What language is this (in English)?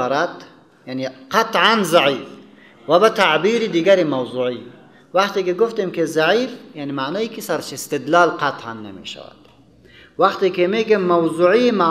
Persian